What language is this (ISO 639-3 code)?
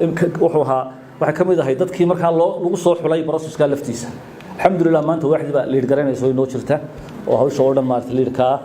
som